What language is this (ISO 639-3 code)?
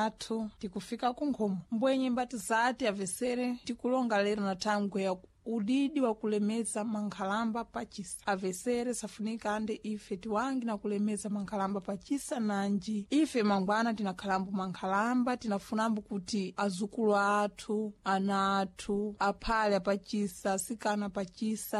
seh